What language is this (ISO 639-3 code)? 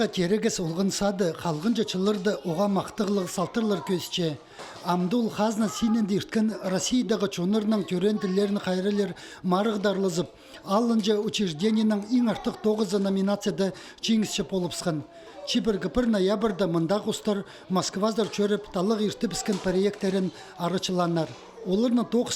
kjh